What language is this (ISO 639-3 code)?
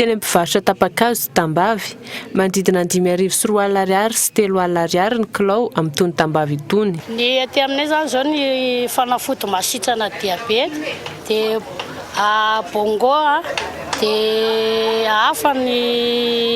mlg